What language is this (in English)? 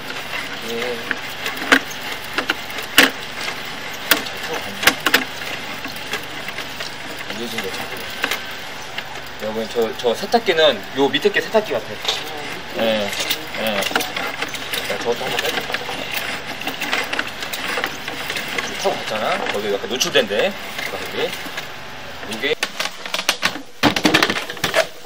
Korean